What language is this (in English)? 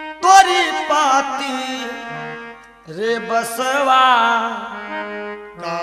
Bhojpuri